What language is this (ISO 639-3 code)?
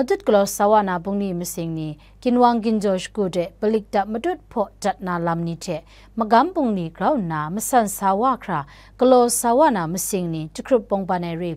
kac